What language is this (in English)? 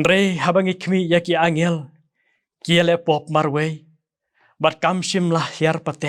Khasi